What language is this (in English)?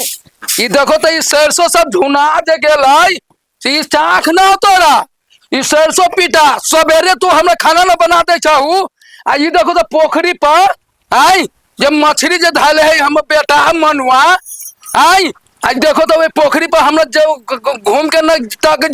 Maithili